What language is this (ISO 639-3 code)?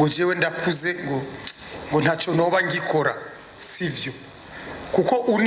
run